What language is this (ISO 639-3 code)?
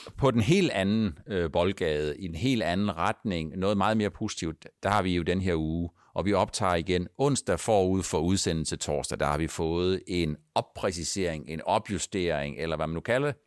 dan